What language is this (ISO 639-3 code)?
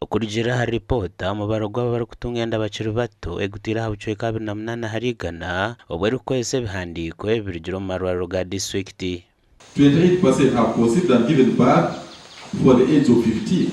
nyn